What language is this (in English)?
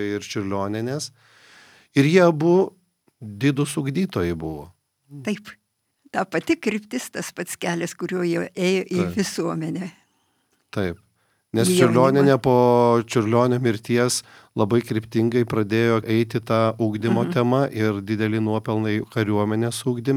Lithuanian